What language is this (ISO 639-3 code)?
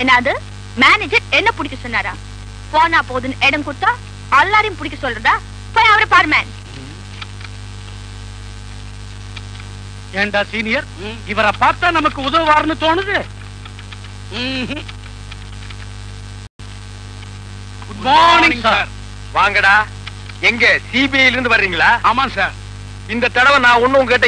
tam